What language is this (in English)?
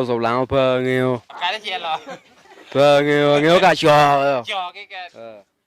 Lango (Uganda)